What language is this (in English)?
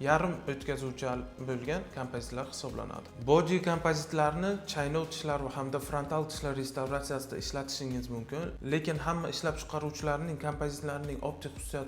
Uzbek